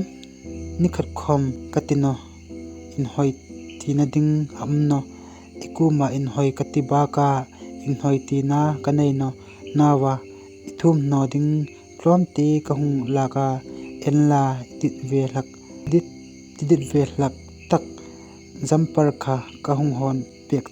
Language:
Hmar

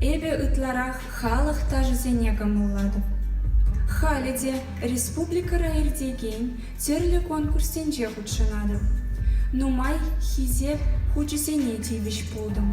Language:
Chuvash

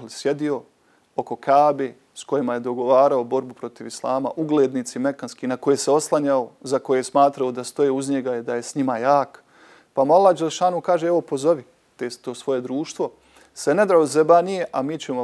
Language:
Bosnian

